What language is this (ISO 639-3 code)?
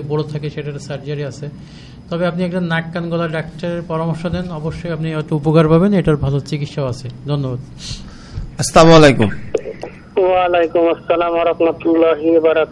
ben